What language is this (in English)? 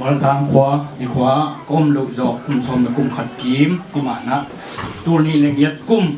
Tedim Chin